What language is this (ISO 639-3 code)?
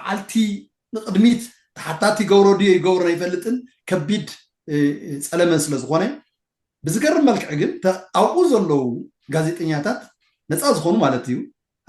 tir